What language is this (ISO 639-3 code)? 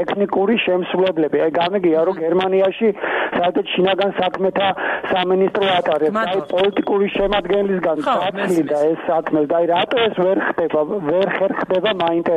kat